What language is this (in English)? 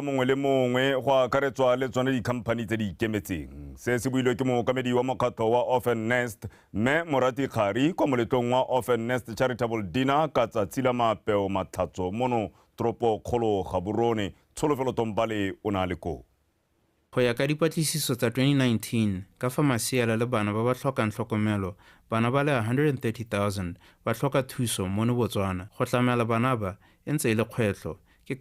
Tswana